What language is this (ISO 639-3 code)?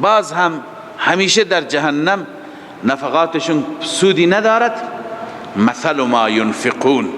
fas